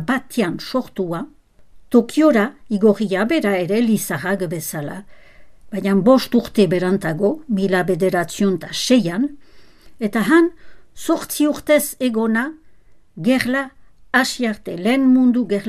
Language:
Basque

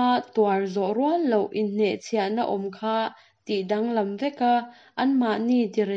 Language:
Mizo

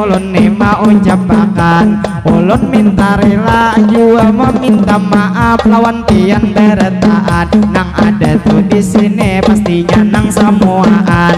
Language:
Banjar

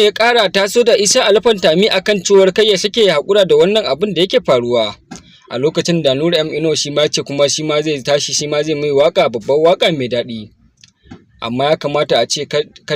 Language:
Hausa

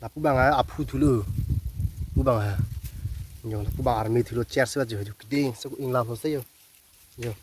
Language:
Karbi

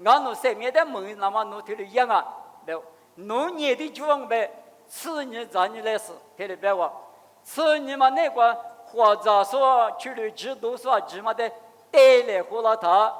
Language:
Lisu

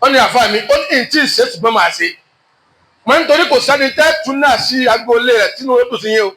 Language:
Yoruba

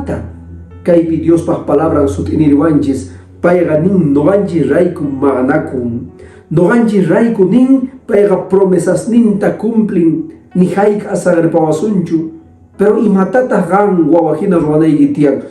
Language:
Quechua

